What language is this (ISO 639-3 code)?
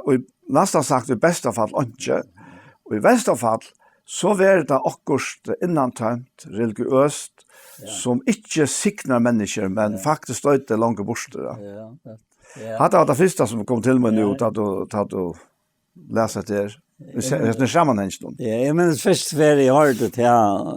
fao